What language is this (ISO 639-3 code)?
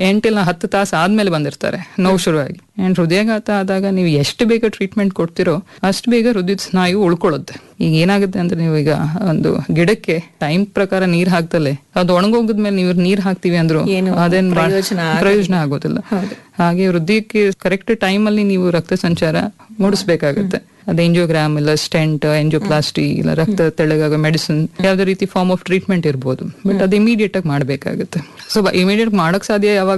kan